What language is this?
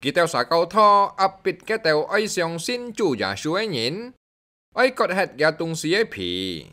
Hakka Chinese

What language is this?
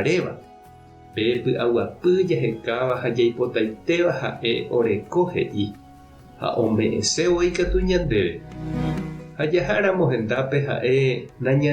Guarani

